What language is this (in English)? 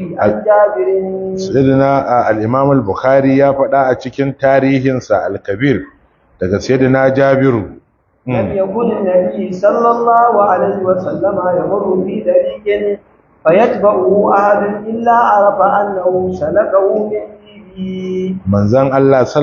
Hausa